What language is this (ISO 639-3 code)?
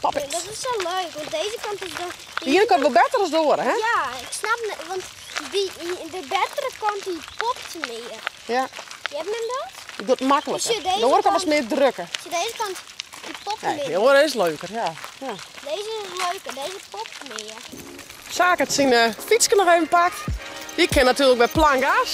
fry